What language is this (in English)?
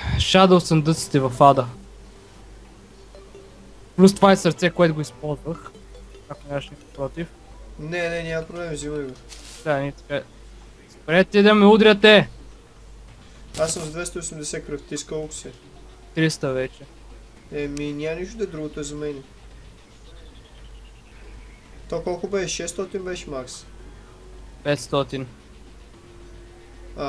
Bulgarian